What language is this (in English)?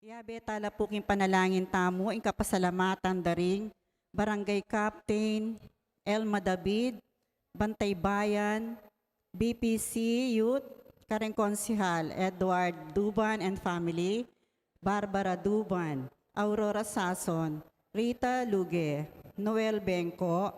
Pampanga